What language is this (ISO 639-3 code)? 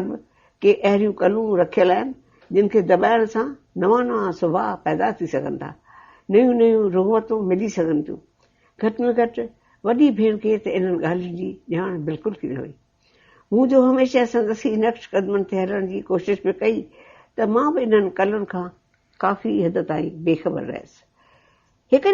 snd